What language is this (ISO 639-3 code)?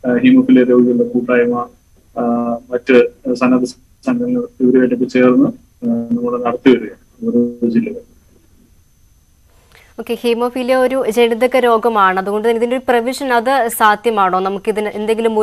mal